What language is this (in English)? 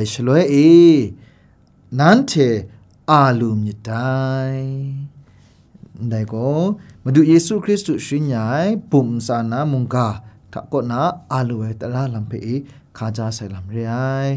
Kachin